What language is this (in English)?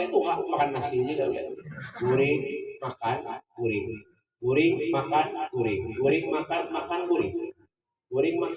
Banjar